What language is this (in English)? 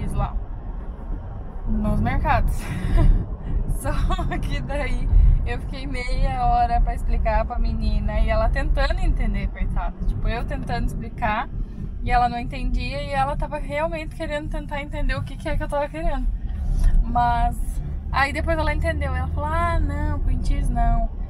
Portuguese